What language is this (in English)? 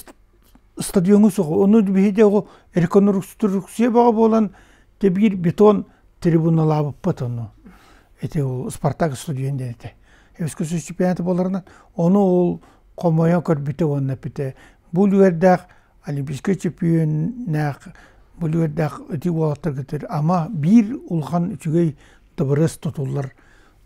Yakut